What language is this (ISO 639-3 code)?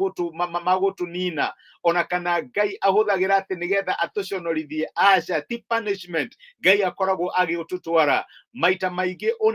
kik